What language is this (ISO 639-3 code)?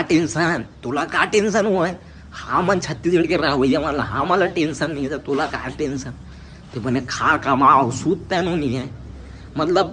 hne